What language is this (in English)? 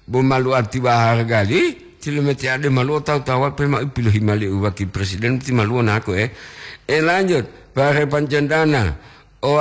Gorontalo